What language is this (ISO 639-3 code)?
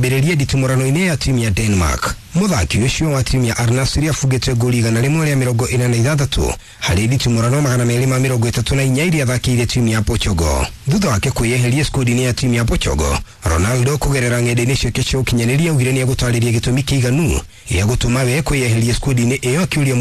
kik